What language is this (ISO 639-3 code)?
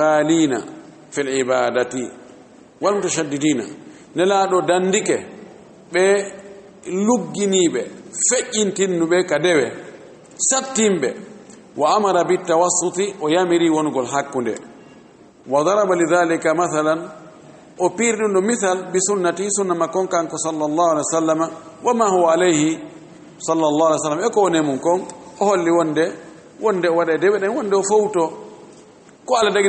ful